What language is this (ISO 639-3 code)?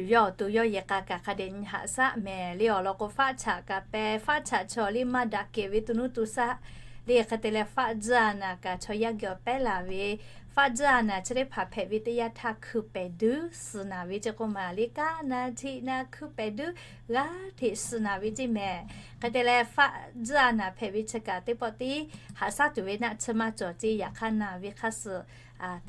lhu